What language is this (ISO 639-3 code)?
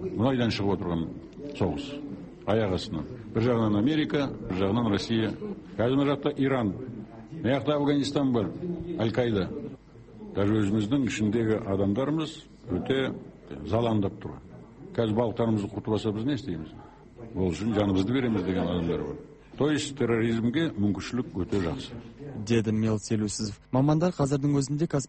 kaz